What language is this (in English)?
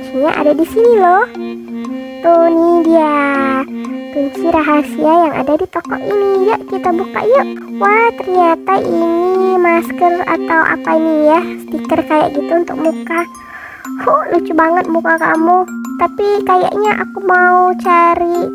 Indonesian